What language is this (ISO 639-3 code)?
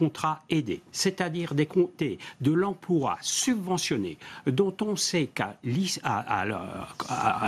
fra